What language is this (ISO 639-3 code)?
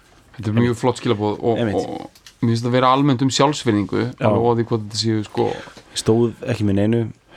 isl